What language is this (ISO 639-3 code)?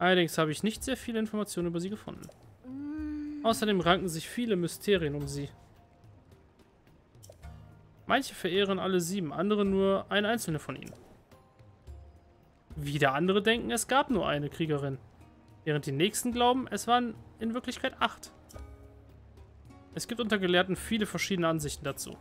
deu